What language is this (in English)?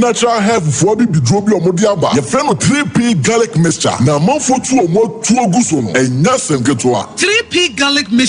Akan